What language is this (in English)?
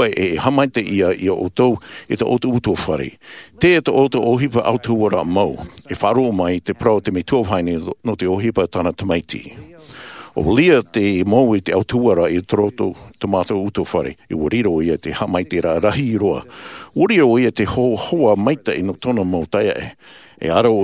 Tahitian